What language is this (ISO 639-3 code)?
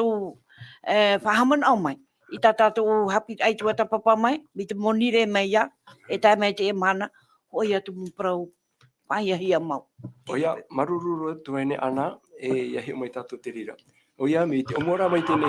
tah